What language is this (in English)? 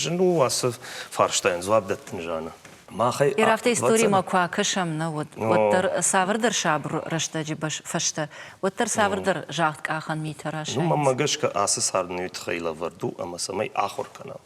Ossetic